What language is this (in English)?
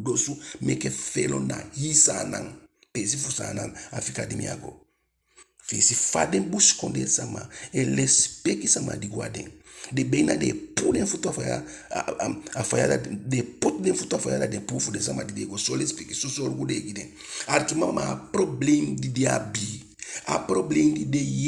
Eastern Maroon Creole